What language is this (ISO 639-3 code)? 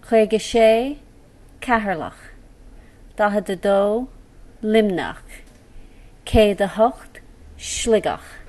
gle